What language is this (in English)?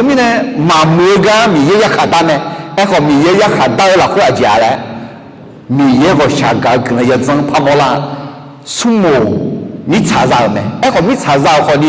Akha